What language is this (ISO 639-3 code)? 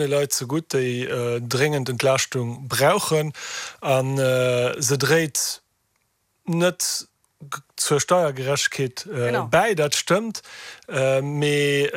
ltz